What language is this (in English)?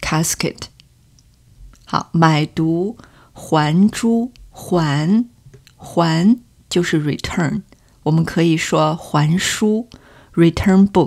Chinese